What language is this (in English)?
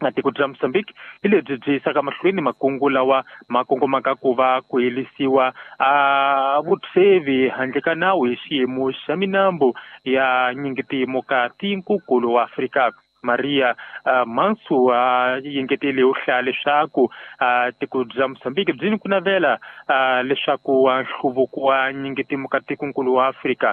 Tsonga